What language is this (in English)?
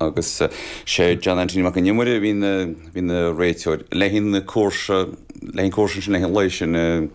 Irish